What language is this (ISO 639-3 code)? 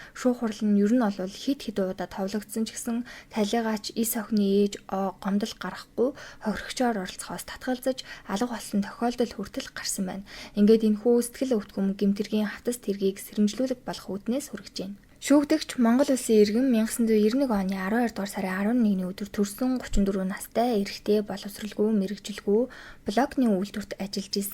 mon